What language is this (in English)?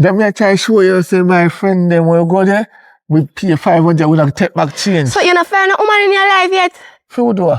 Jamaican Creole English